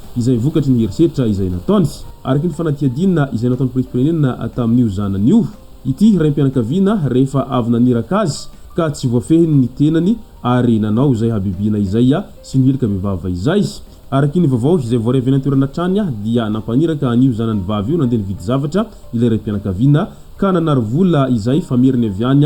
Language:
Malagasy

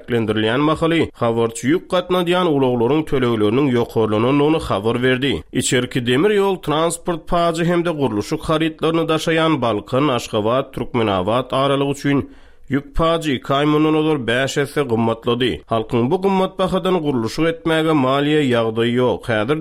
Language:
Turkmen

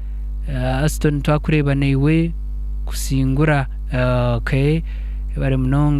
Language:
Nyankole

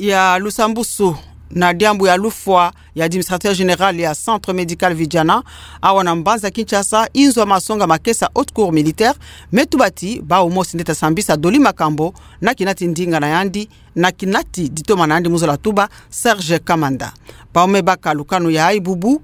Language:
Kituba (Democratic Republic of Congo)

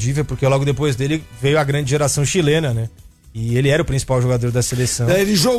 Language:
Portuguese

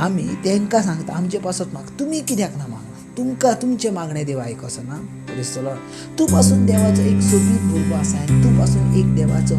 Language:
Konkani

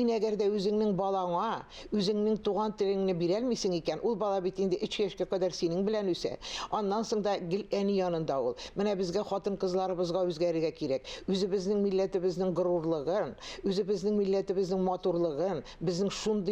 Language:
Tatar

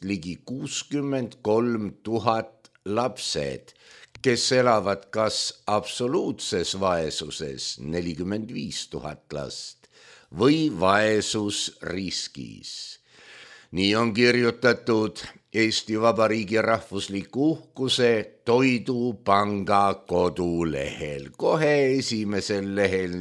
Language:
Estonian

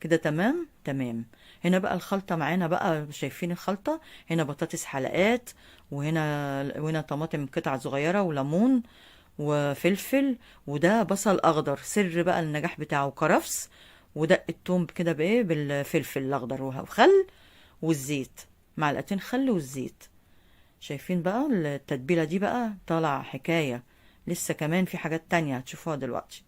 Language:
Egyptian Arabic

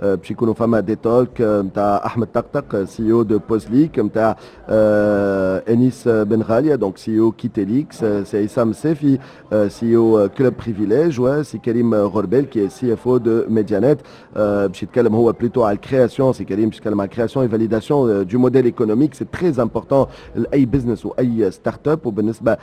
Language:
Tunisian Arabic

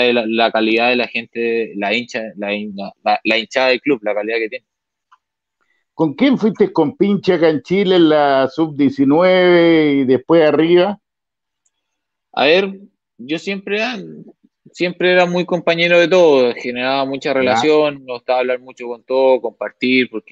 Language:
Spanish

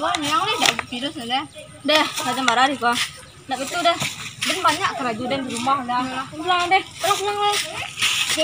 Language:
Minangkabau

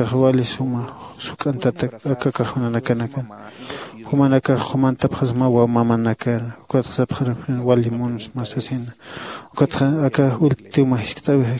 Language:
Aymara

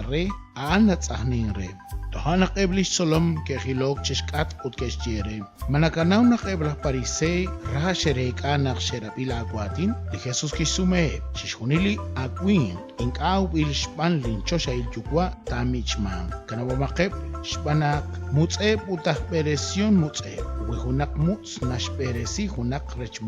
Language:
Kekchí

